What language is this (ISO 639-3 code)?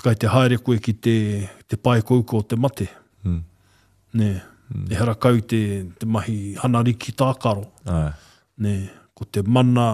mri